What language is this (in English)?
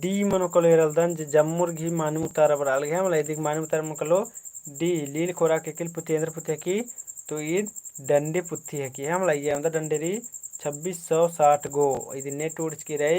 Kurukh